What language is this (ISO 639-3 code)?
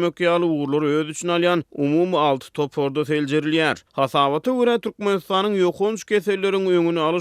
tuk